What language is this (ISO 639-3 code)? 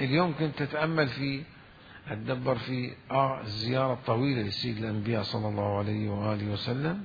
acm